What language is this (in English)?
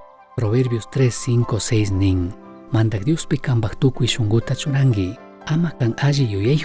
Chimborazo Highland Quichua